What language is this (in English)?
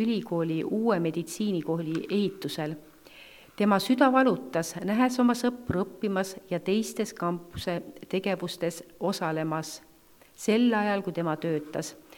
Estonian